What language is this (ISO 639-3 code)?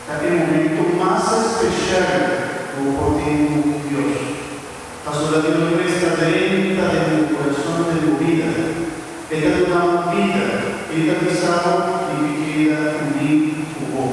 pap